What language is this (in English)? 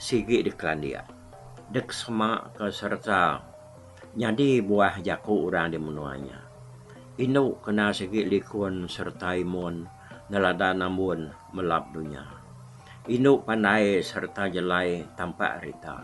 Iban